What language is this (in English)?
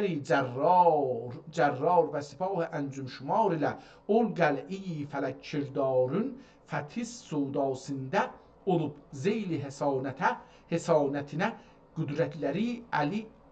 South Azerbaijani